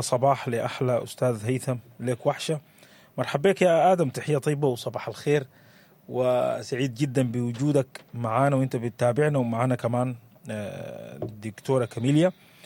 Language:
Sudanese Arabic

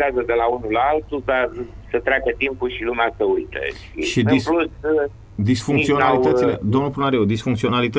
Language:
Romanian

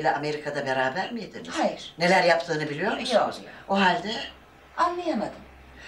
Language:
Turkish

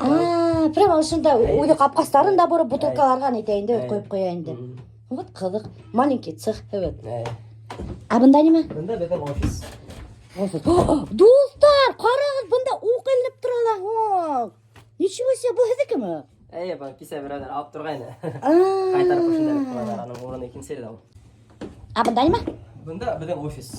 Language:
Bashkir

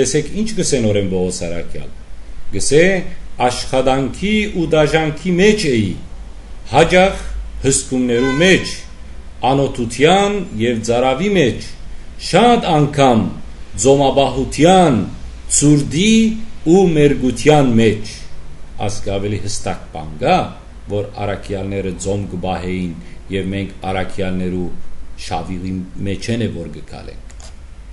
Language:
Western Armenian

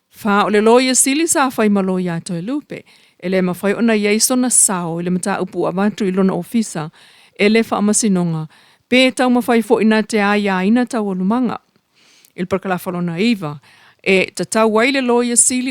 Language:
Samoan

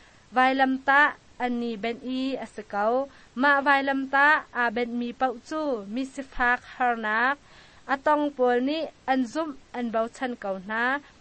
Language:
Hakha Chin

